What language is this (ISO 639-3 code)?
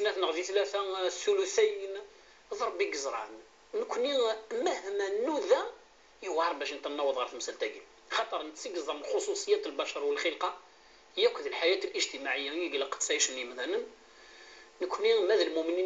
kab